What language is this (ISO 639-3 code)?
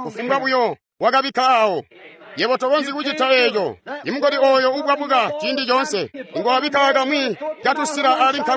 toi